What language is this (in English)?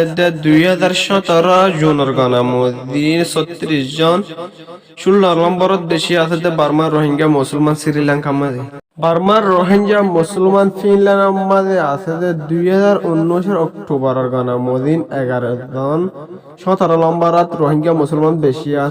Rohingya